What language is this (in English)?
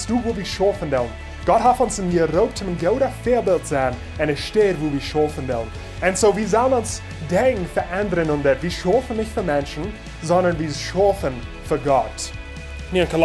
Plautdietsch